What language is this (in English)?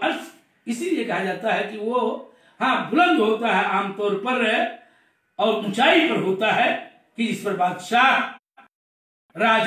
Urdu